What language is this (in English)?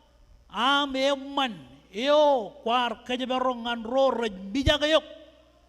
Marshallese